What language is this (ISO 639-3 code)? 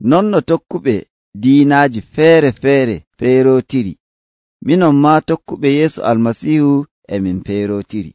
fuv